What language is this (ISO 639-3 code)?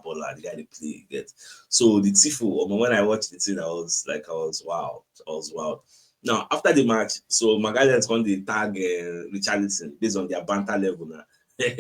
pcm